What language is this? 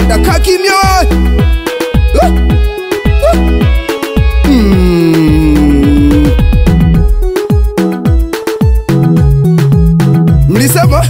Swahili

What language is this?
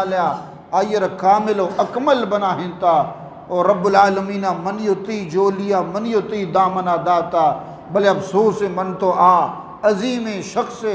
Eastern Balochi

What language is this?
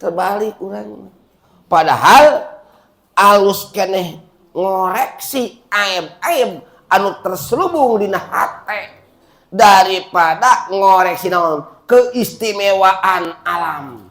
Sundanese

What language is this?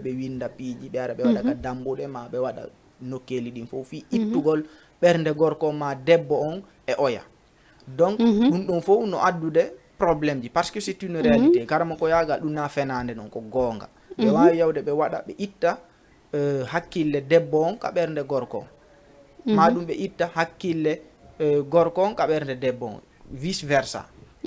Fula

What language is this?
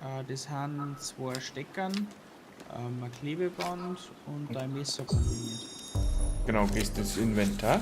Bavarian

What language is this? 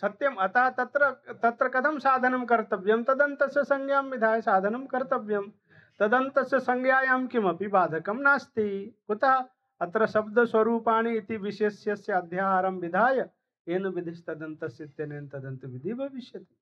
Sanskrit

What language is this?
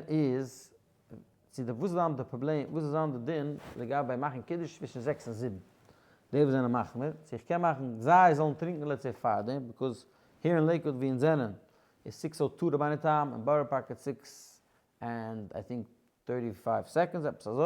Yiddish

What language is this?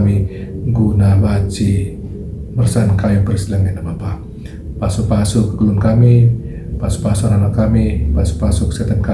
Batak Karo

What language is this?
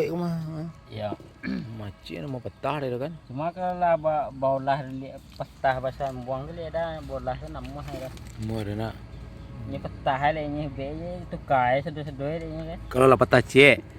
Minangkabau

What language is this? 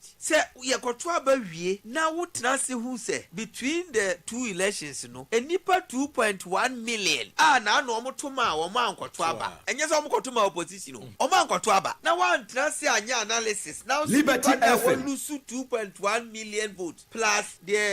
Akan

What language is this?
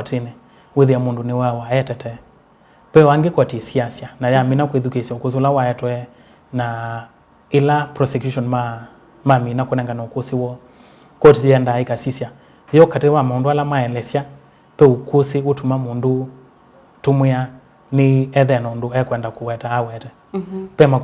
Kamba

